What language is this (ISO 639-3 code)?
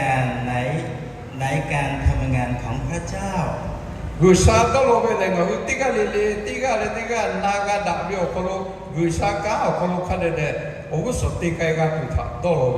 lhu